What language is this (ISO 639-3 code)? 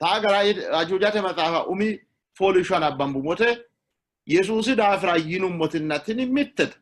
sid